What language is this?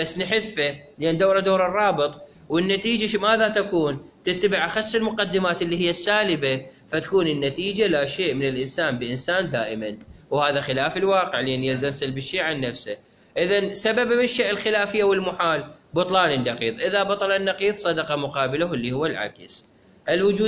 Mesopotamian Arabic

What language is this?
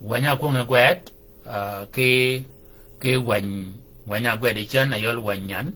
Shilluk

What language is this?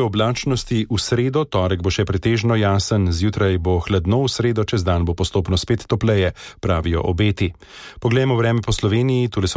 Slovenian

